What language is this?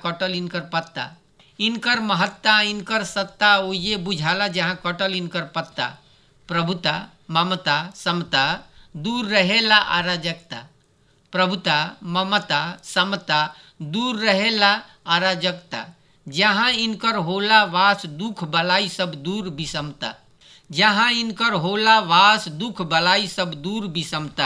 Bhojpuri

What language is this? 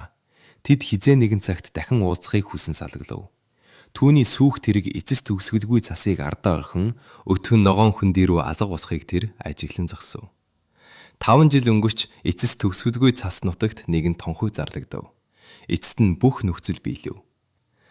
Mongolian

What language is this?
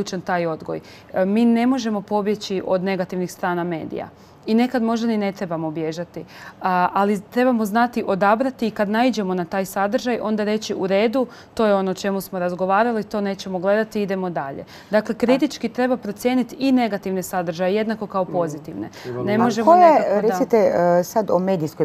Croatian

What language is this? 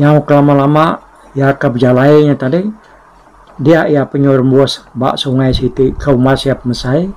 Iban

